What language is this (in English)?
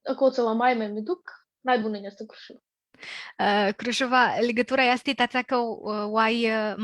Aromanian